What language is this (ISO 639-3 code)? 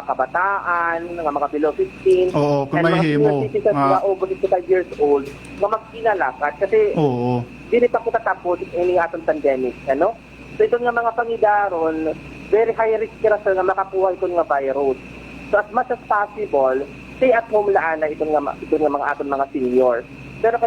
war